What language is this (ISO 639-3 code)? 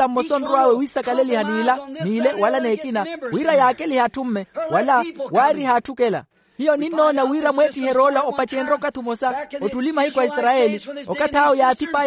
vmw